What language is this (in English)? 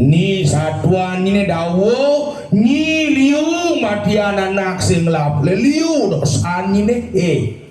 Balinese